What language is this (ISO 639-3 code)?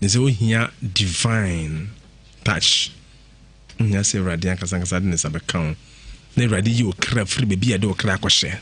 aka